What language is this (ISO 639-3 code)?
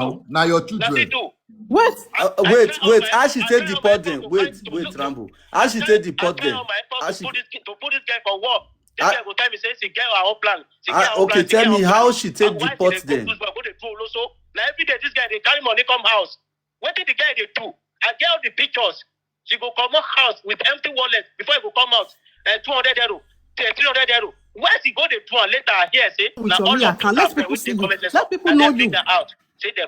pcm